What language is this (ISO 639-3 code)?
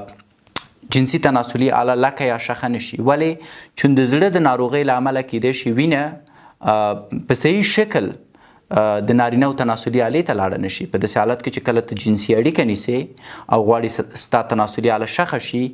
pus